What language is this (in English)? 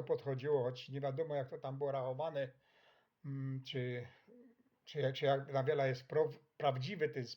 Silesian